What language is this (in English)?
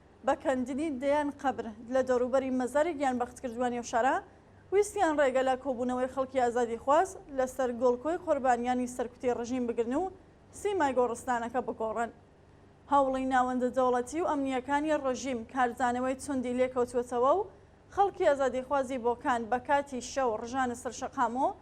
Central Kurdish